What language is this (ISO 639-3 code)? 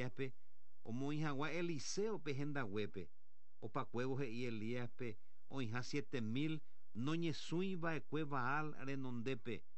grn